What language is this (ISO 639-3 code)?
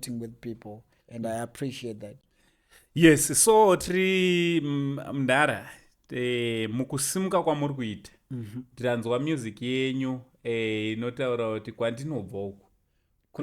sna